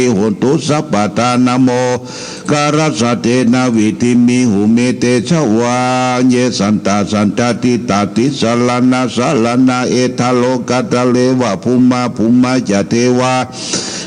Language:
Pali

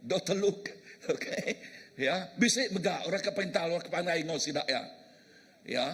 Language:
Iban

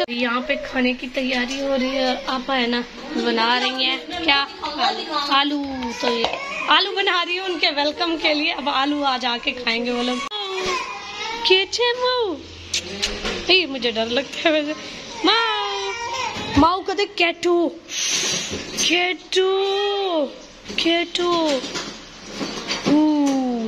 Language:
Hindi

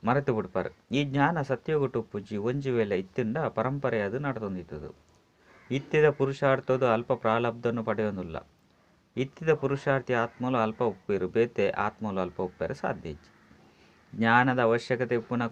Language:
Tulu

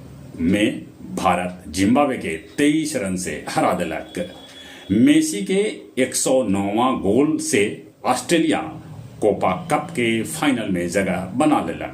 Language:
Magahi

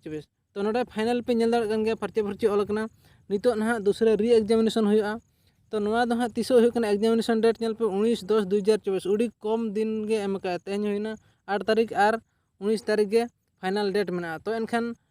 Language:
Santali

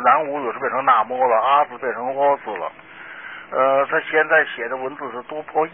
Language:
Chinese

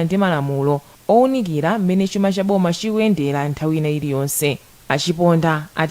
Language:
Nyanja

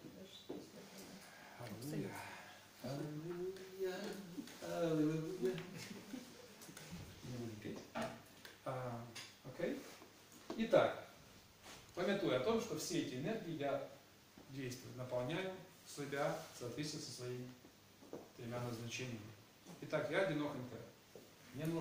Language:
Russian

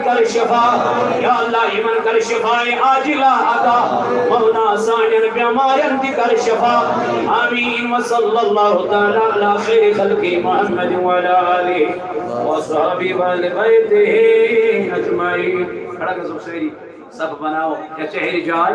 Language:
Kashmiri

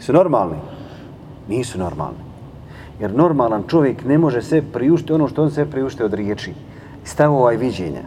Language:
Bosnian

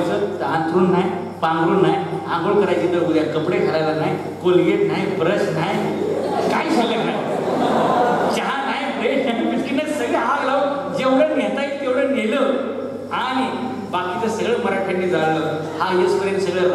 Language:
Marathi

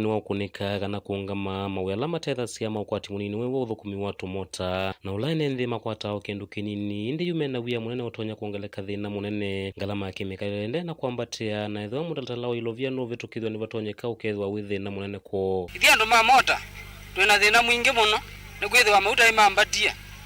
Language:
Kamba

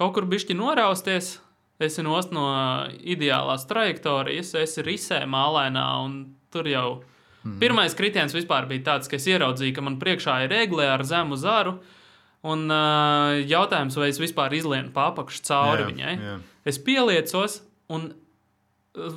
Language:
Latvian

